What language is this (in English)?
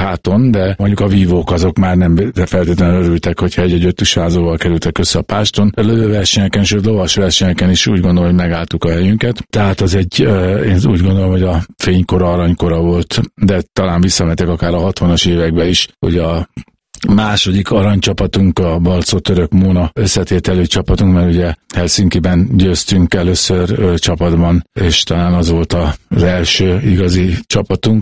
Hungarian